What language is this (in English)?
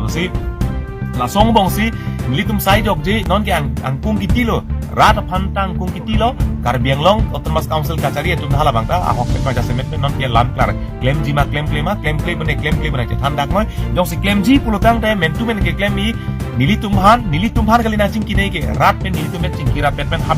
Karbi